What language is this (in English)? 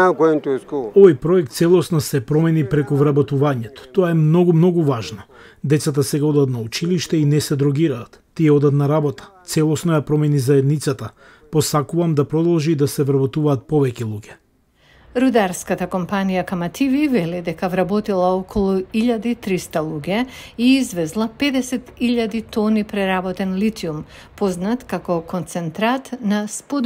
Macedonian